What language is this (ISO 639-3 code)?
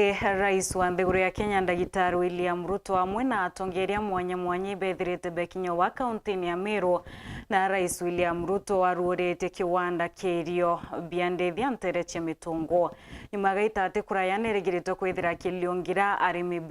mer